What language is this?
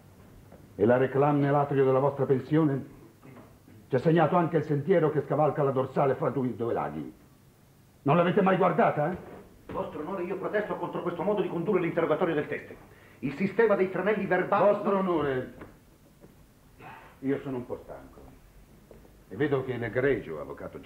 Italian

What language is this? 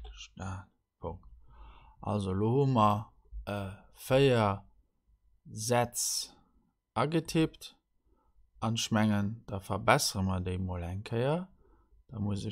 Luxembourgish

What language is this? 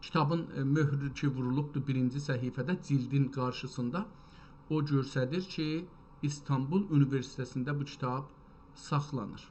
South Azerbaijani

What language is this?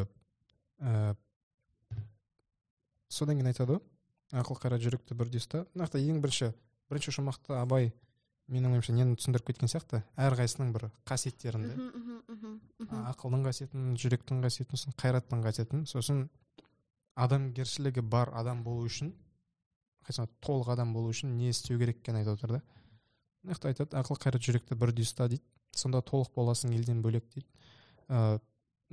Kazakh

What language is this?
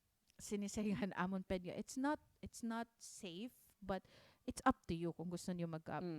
Waray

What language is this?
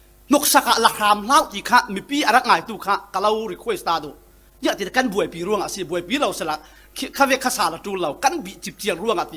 Falam Chin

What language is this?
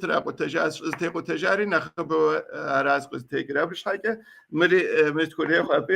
Kabardian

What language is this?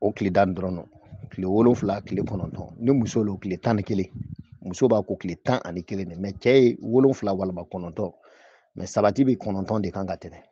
Bambara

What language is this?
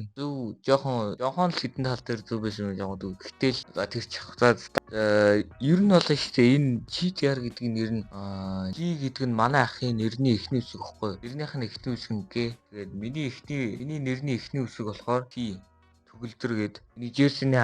Mongolian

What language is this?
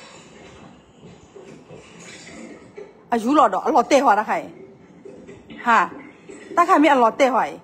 S'gaw Karen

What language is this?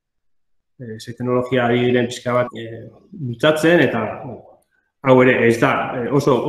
Basque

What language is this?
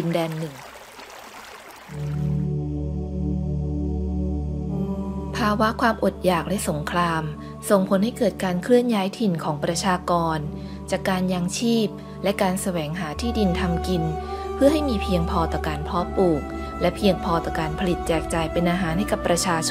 Thai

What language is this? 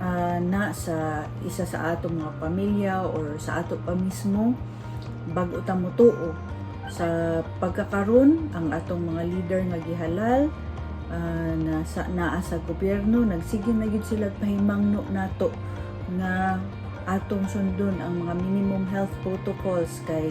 Cebuano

